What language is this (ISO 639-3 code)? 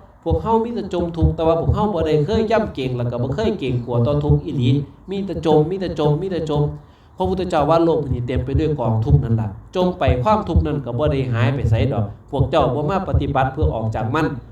lao